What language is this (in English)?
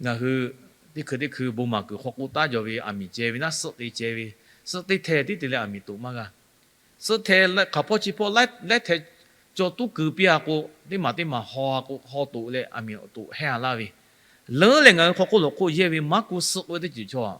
Lahu